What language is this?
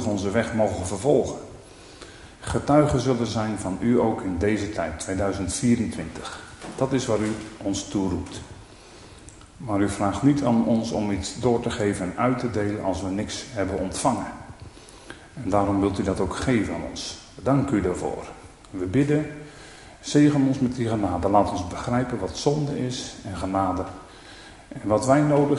Dutch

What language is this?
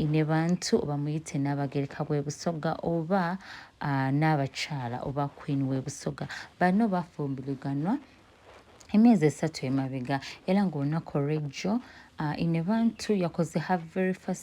Ganda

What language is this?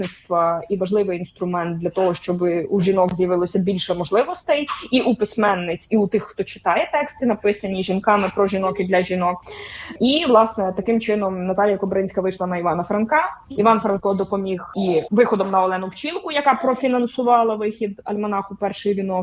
Ukrainian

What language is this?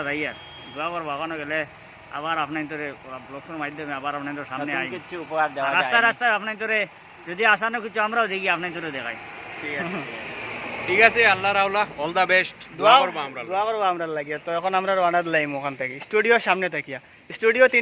Sylheti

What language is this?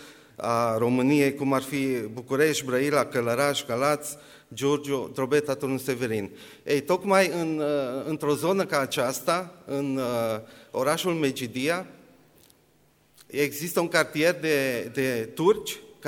Romanian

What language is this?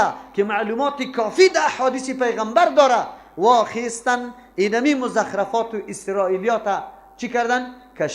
Persian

